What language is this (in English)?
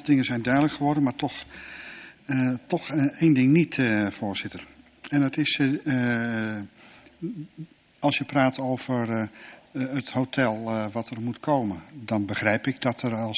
Dutch